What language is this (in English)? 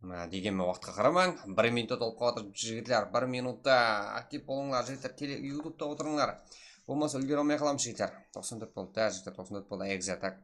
Kara-Kalpak